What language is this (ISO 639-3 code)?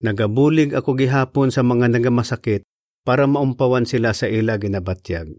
hil